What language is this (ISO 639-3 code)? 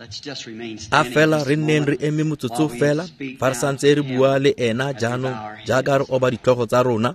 tsn